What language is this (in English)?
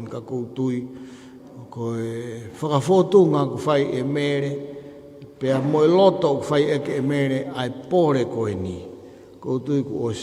Tongan